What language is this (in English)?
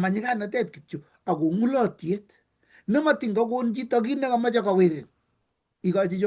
Kalenjin